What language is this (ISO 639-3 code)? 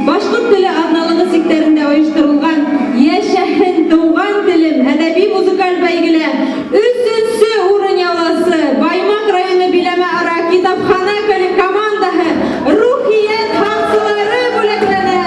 bak